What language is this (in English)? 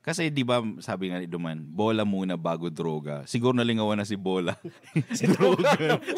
Bikol